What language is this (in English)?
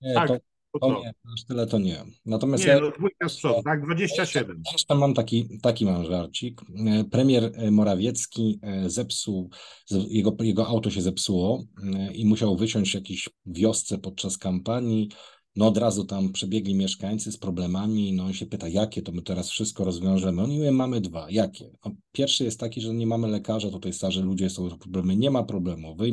Polish